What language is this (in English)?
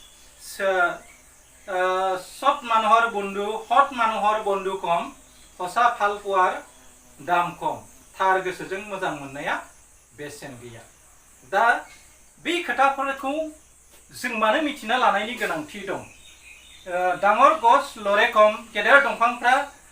Bodo